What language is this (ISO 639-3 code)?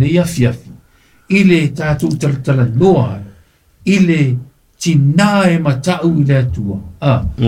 smo